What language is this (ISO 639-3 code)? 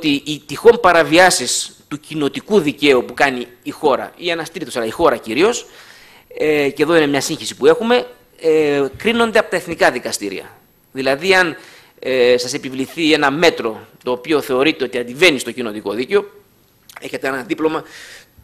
ell